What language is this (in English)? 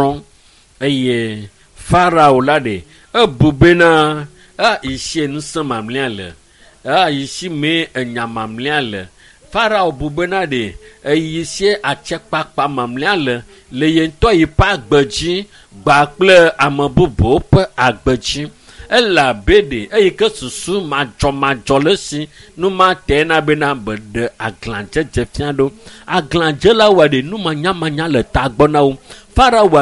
Ewe